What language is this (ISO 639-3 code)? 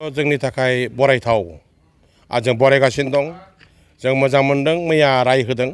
brx